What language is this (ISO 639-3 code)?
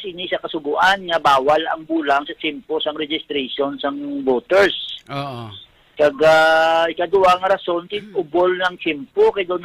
hil